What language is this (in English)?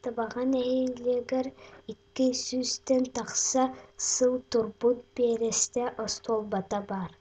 Yakut